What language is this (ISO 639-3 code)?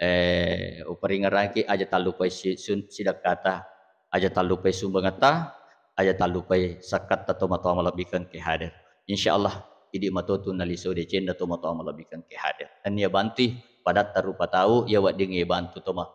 bug